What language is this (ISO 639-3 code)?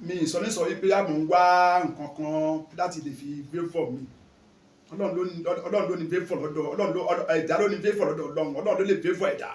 yor